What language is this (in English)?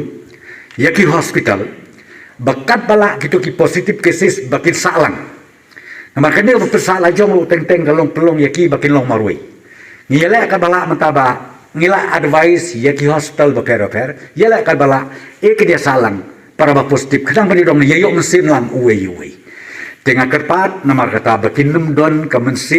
Khasi